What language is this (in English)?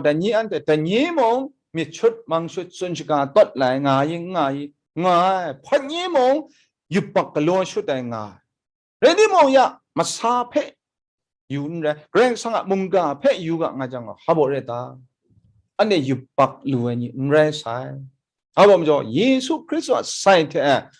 Kachin